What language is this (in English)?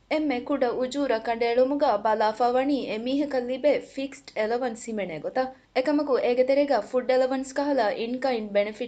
Divehi